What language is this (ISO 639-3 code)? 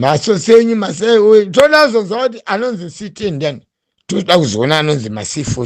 sna